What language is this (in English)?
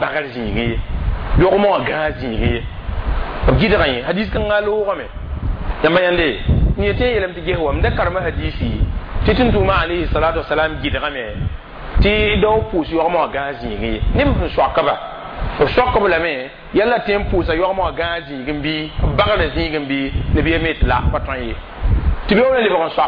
Mossi